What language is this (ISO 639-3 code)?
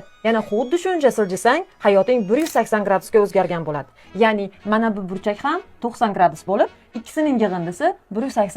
uzb